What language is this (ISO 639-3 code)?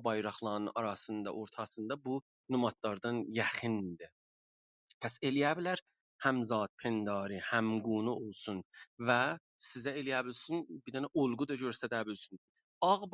azb